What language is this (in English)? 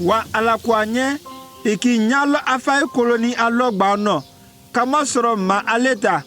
Konyanka Maninka